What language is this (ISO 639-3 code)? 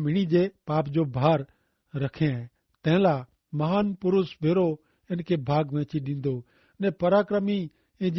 kfr